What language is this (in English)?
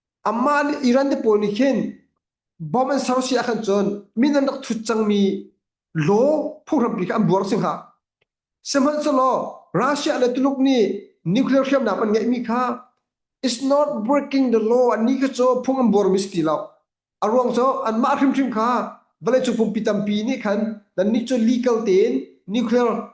Hakha Chin